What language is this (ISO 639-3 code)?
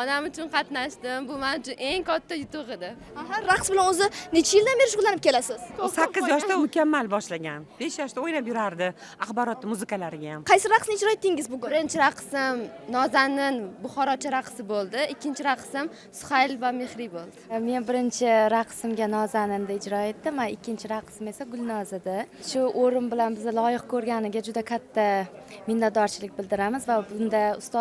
uzb